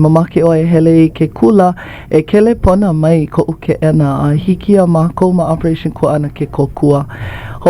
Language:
Hawaiian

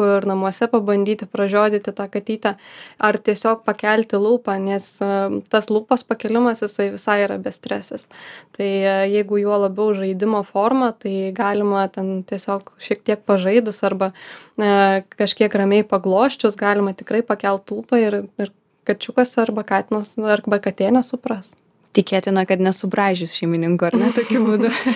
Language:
Lithuanian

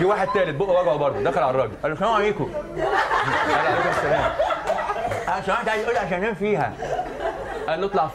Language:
Egyptian Arabic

